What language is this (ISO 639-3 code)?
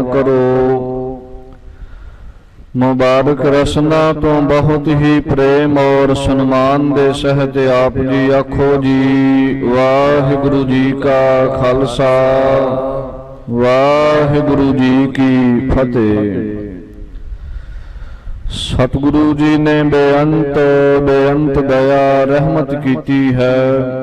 pan